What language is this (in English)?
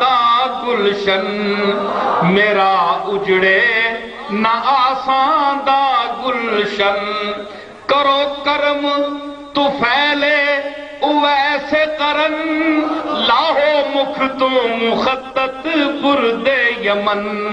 Saraiki